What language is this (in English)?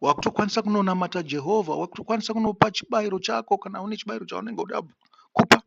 Shona